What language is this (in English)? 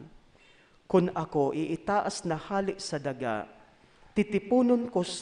Bikol